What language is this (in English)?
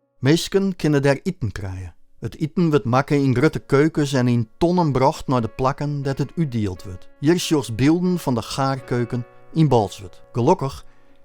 Western Frisian